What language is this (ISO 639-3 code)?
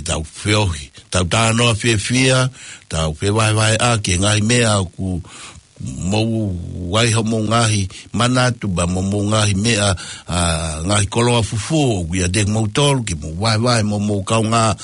ton